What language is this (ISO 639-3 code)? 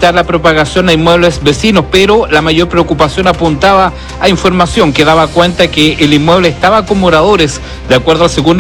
spa